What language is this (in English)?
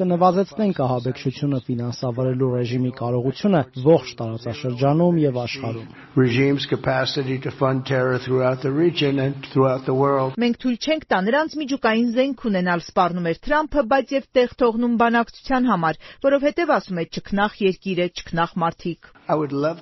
Armenian